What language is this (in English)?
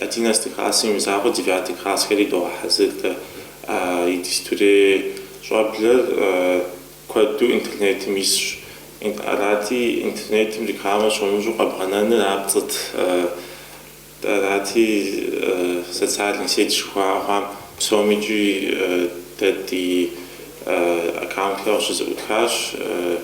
Kabardian